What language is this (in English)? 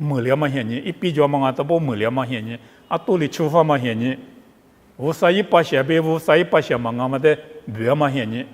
Lisu